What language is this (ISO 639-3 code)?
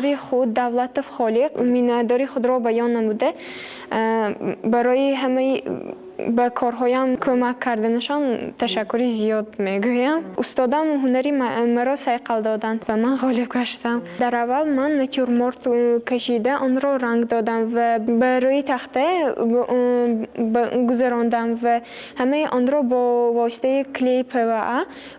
tgk